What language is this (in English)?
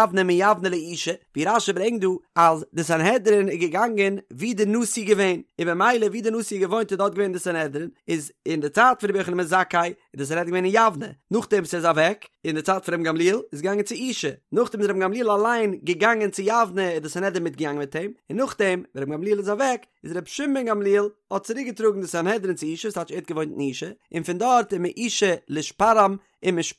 Yiddish